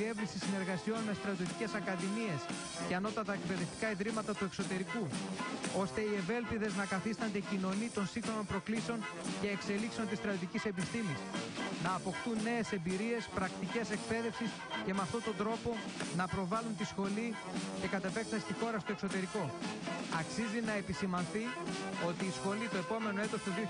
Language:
Greek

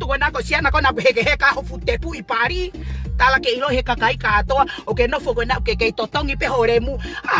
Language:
Tongan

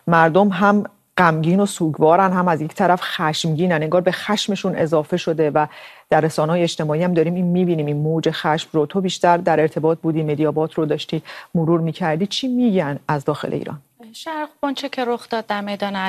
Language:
Persian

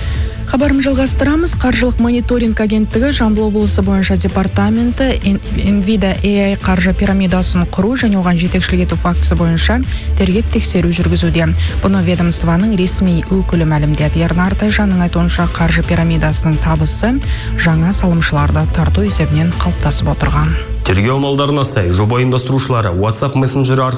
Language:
Kazakh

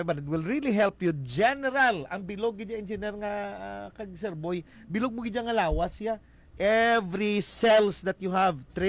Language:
Hiligaynon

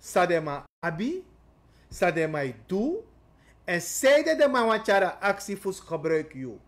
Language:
Sranan Tongo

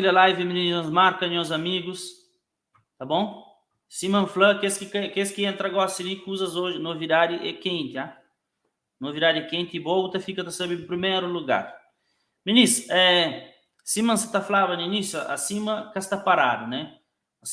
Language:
Kabuverdianu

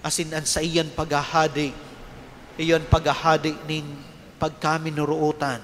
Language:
Bikol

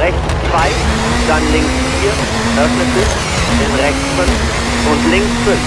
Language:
Bavarian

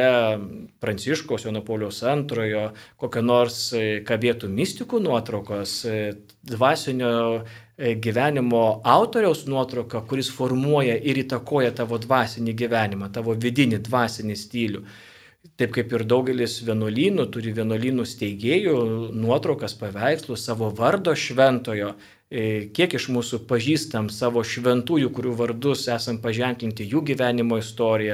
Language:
Lithuanian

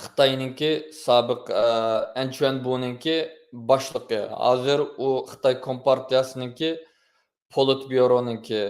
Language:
Uyghur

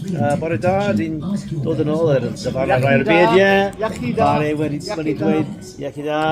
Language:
Welsh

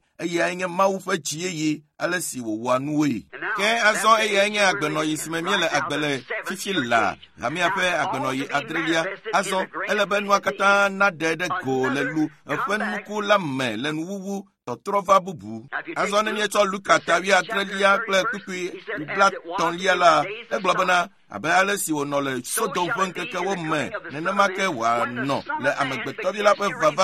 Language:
Ewe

